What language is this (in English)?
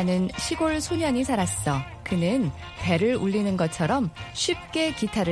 Korean